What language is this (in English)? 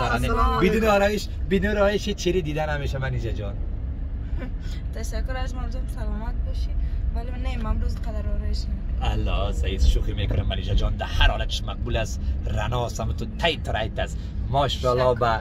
Persian